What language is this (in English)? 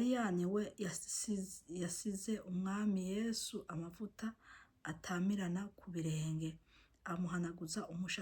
Rundi